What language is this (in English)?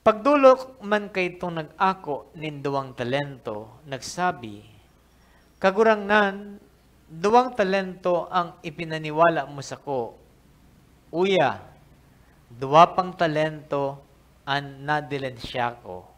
Bikol